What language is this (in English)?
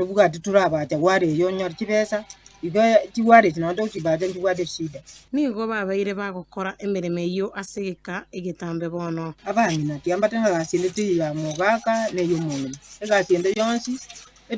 Gusii